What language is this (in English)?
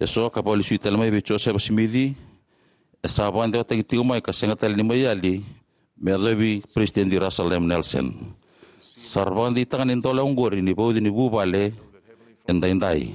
Fijian